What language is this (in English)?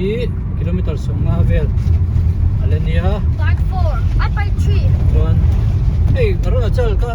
Hmar